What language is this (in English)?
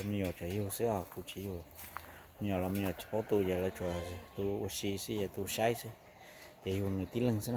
Hmong